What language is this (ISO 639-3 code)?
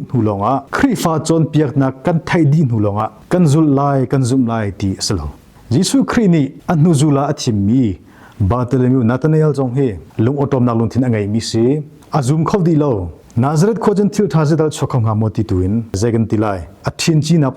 cnh